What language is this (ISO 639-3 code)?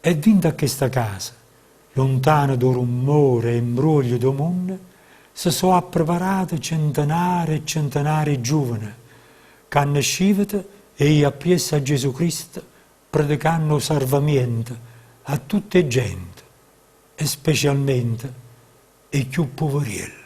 nap